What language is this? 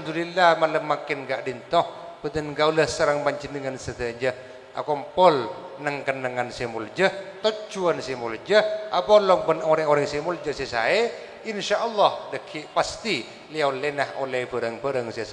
Madurese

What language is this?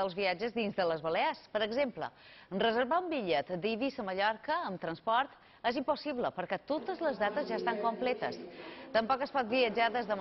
Catalan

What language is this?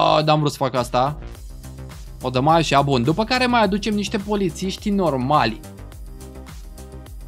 Romanian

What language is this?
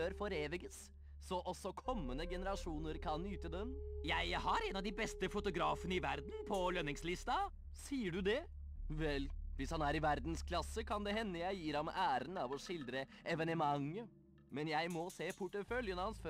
Norwegian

